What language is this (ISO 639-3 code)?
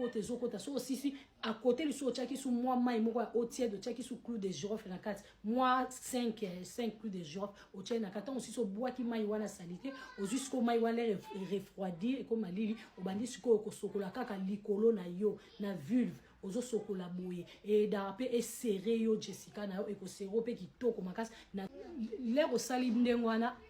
lin